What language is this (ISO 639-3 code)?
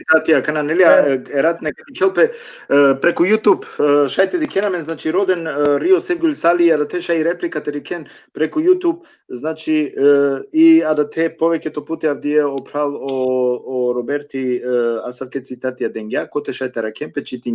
rmn